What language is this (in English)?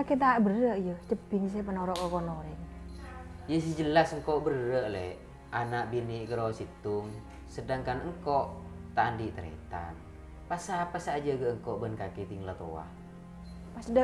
Madurese